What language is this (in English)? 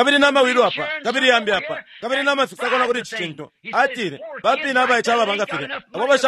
Bemba